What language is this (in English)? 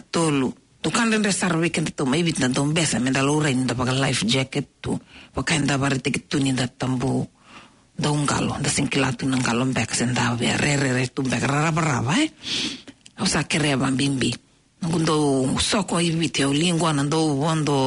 Fijian